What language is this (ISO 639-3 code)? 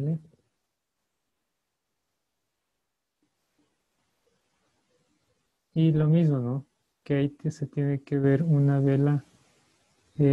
spa